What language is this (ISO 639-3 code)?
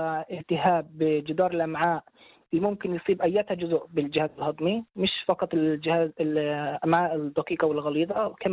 apc